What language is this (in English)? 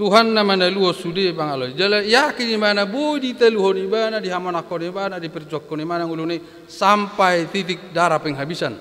Batak Toba